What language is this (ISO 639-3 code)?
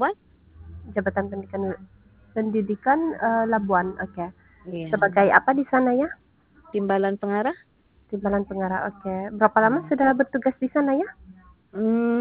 msa